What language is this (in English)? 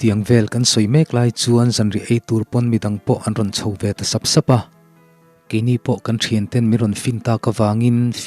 Mizo